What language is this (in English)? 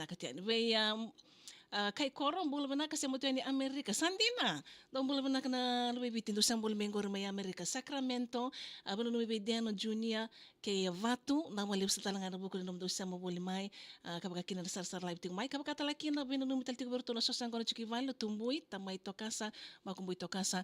Fijian